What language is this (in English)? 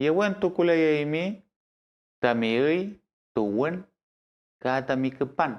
Mapuche